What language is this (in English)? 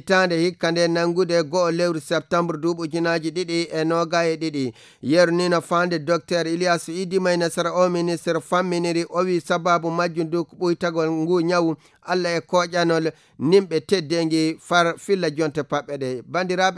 Fula